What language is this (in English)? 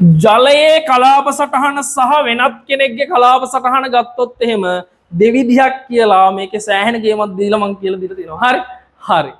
Sinhala